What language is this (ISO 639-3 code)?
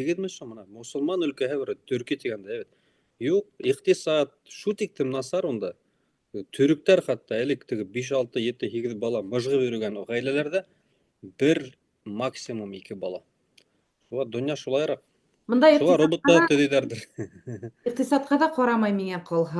bak